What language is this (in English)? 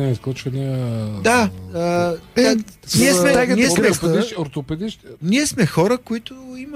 Bulgarian